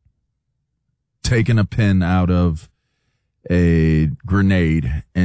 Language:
English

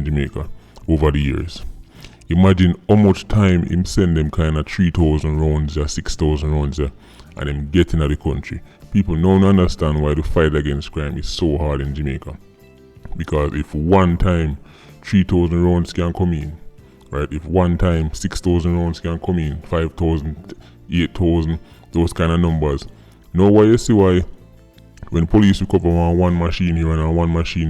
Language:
Jamaican Creole English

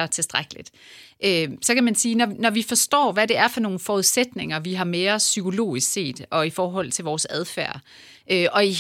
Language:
Danish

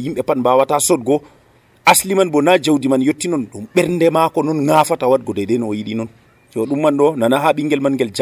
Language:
Nigerian Fulfulde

